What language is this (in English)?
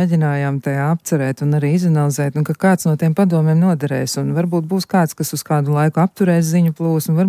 Latvian